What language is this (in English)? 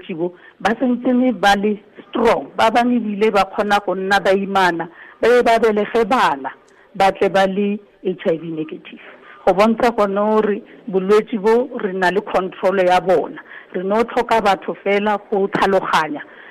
Tswana